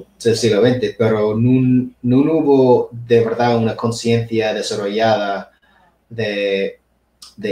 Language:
Asturian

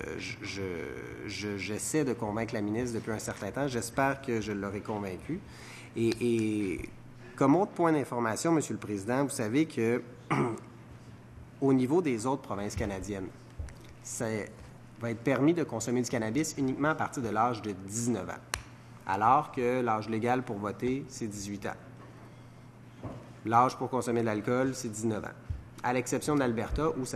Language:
French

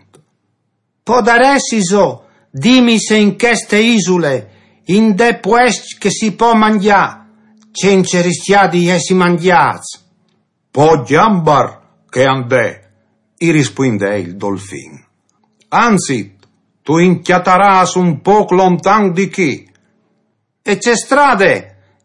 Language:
Friulian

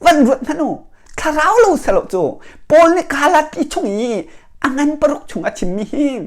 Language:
Hakha Chin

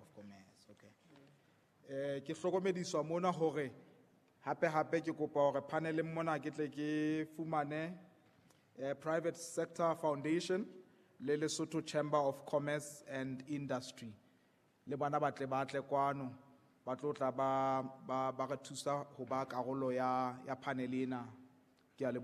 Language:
Southern Sotho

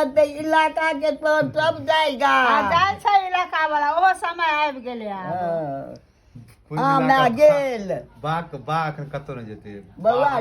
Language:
Maithili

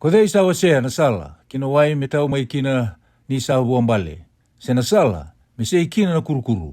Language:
Fijian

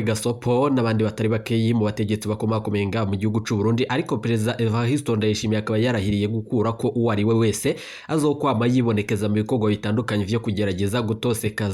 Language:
Rundi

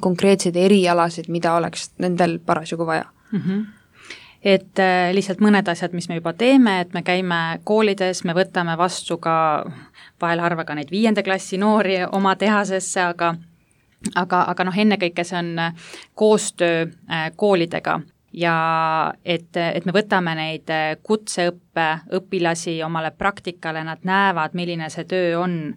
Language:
Estonian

